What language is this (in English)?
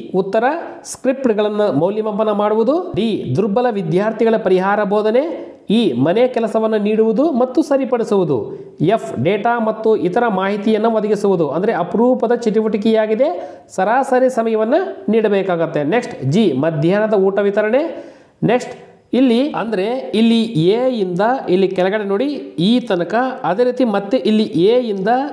Kannada